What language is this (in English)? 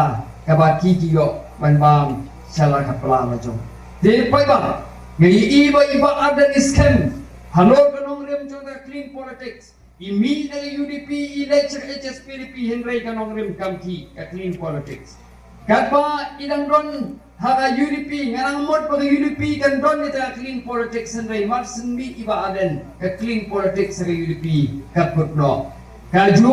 Khasi